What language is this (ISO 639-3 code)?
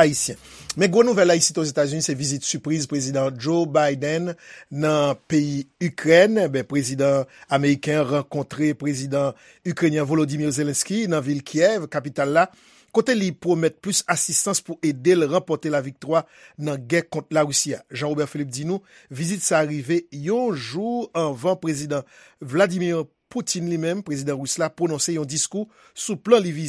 hat